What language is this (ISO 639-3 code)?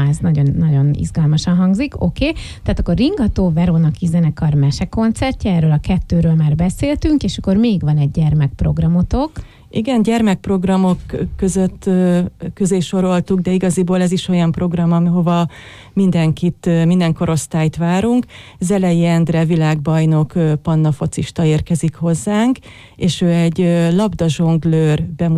hun